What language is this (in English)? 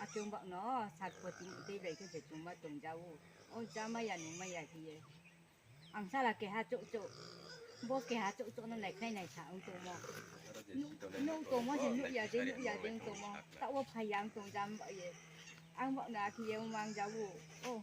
Riang (India)